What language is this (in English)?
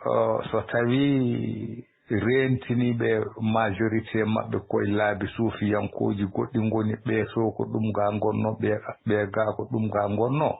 Fula